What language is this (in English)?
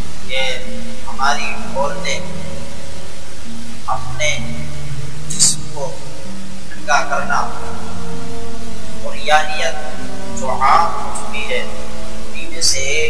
Urdu